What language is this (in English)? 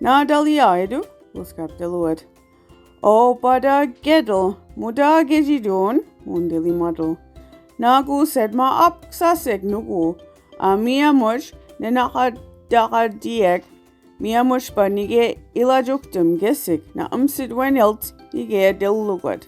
Mi'kmaw